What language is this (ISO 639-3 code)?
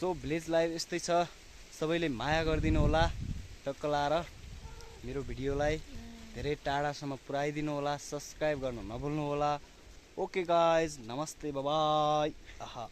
nep